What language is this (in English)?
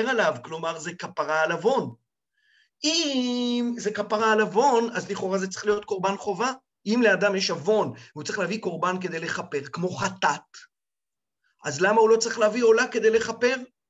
Hebrew